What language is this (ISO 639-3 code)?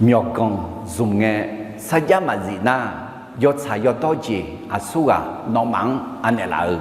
ahk